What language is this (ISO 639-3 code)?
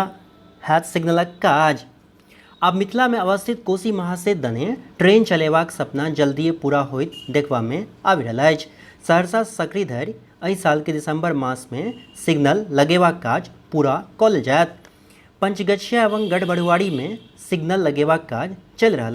mai